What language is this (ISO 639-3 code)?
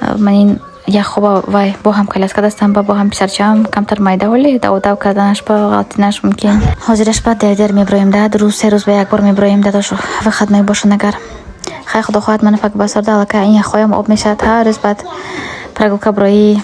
tgk